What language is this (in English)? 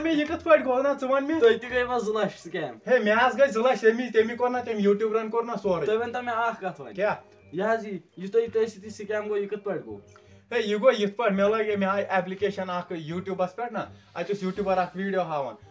Kashmiri